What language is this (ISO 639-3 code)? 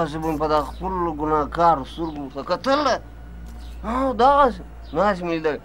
pus